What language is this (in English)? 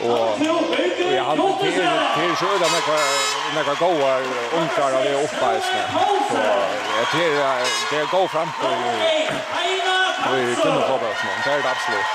Faroese